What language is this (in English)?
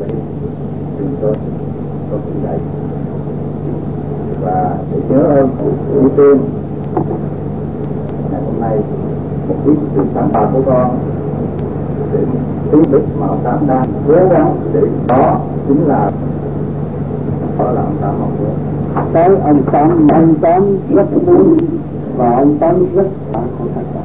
Vietnamese